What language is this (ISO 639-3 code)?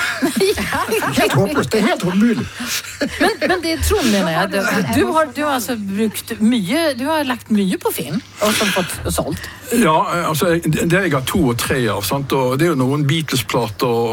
nor